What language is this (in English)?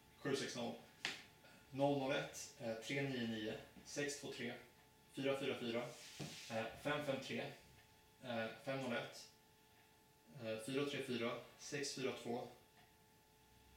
Swedish